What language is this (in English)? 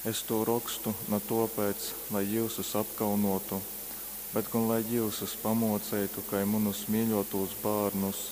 Latgalian